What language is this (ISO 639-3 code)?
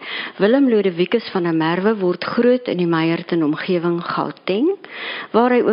afr